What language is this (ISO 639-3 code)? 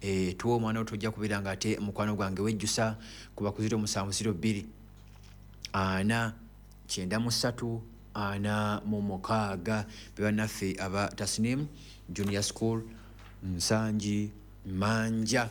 lug